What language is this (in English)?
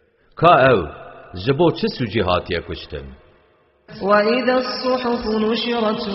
Kurdish